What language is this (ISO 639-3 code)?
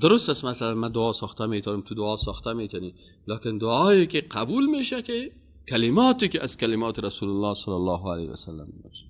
fas